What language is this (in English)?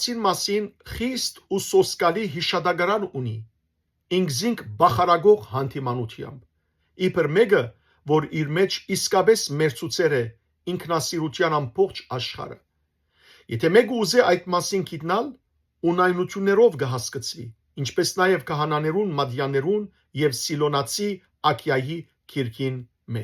Western Armenian